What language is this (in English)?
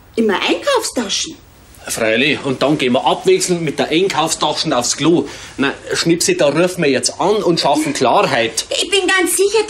Bavarian